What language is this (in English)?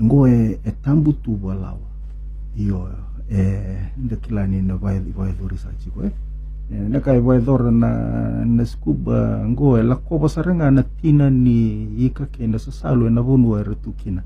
Fijian